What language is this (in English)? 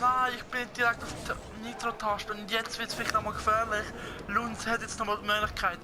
Swiss German